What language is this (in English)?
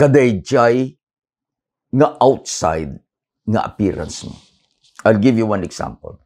Iloko